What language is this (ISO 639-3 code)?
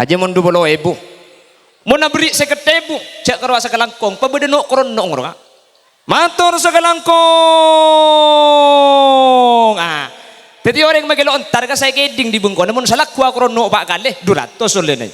mad